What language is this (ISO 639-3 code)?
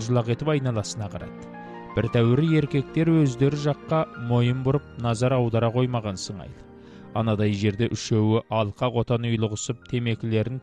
kaz